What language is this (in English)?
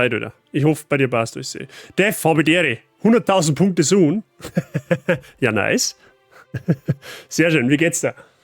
Bavarian